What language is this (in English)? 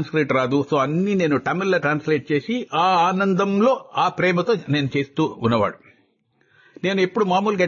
Telugu